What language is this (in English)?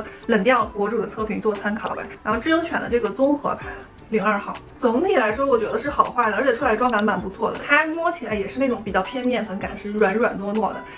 Chinese